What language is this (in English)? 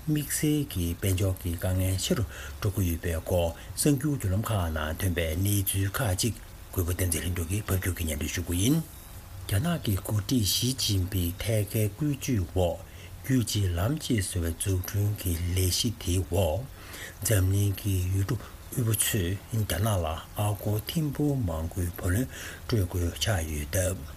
Tibetan